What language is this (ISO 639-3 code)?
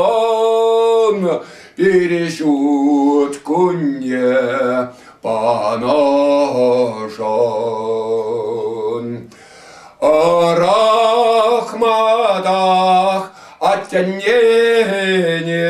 chv